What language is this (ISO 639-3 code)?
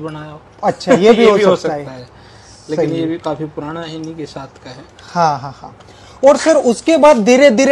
hin